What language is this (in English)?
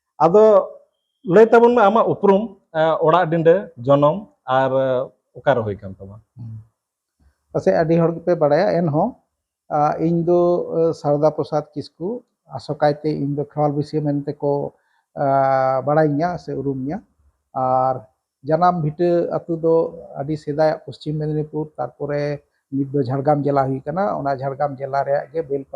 Santali